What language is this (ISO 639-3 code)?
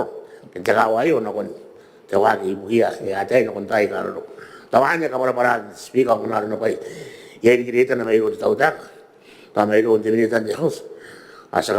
gil